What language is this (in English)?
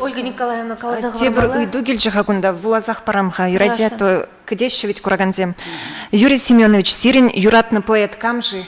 Chuvash